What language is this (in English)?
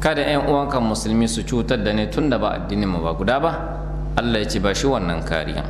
Hausa